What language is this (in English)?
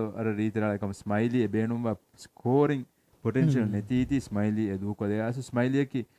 Divehi